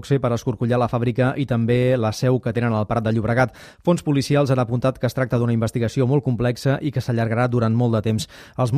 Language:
Catalan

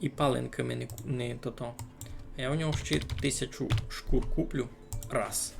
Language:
Rusyn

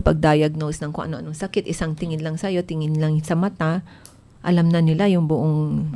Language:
Filipino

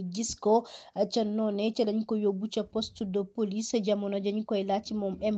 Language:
Wolof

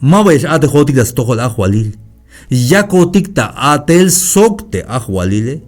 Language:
Tzeltal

